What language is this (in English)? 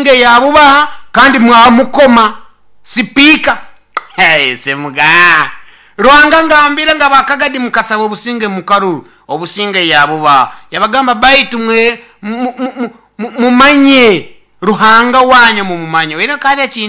Nyoro